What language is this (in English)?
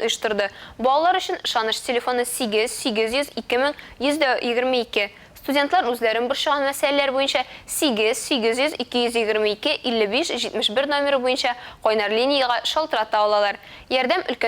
Tatar